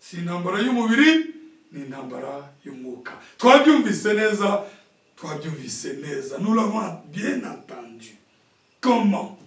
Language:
Kinyarwanda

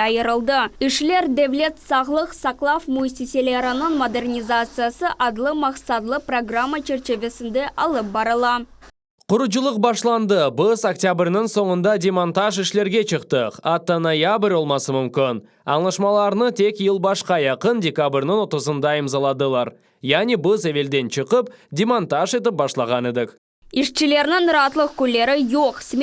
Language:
Crimean Tatar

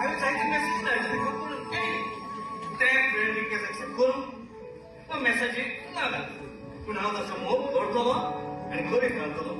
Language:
Konkani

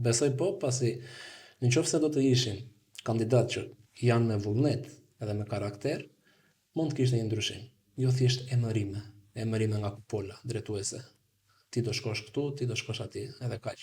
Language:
Albanian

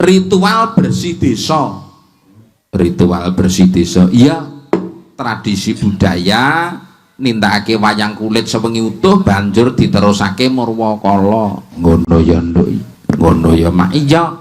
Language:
Javanese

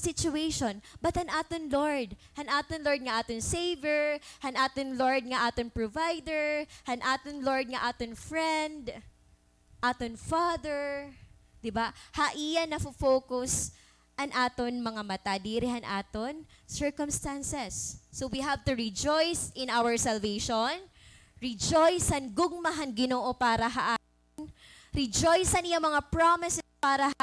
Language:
Waray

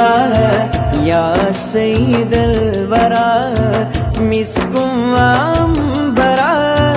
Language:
Malayalam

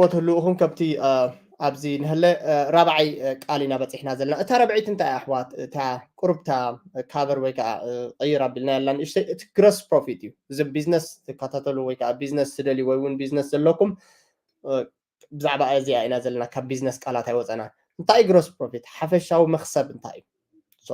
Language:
Tigrinya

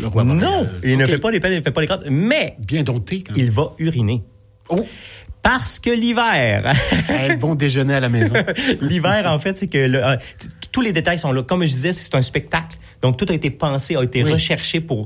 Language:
French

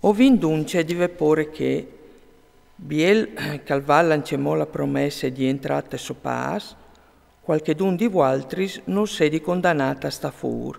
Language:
Friulian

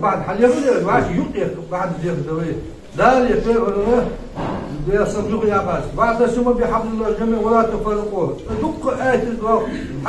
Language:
Ingush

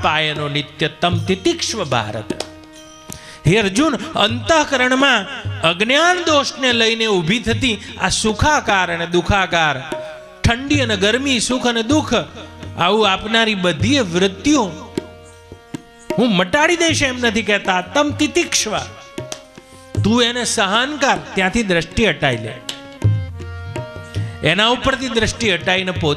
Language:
Gujarati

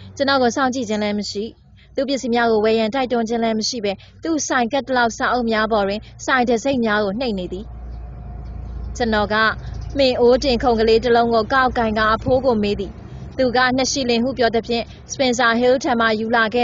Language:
Burmese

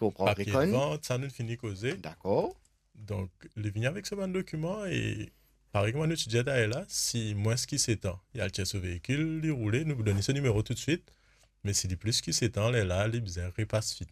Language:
Morisyen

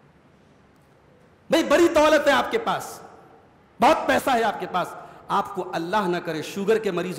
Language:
Urdu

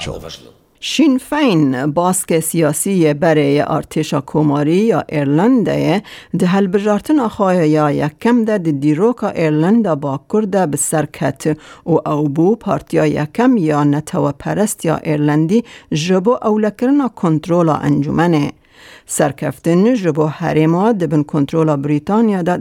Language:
Kurdish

